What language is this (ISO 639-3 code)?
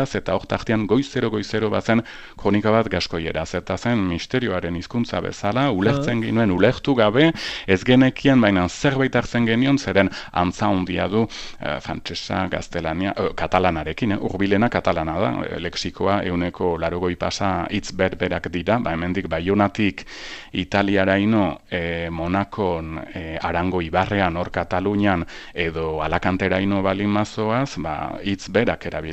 eus